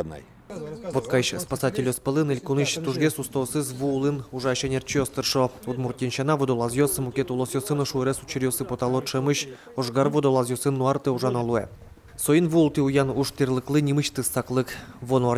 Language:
Udmurt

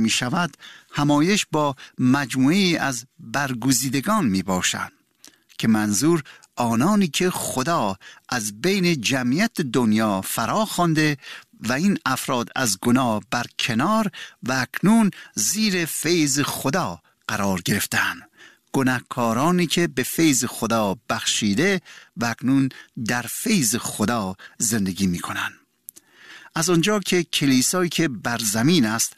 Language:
Persian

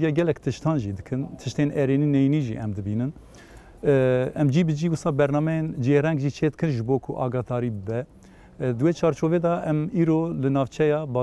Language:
Kurdish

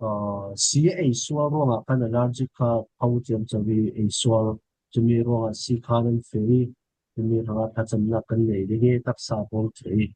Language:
Falam Chin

